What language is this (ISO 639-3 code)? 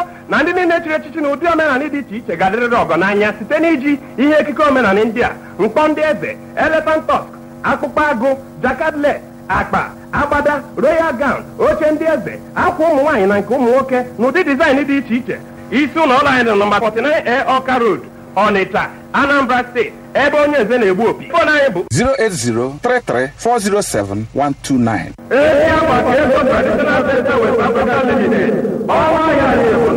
ibo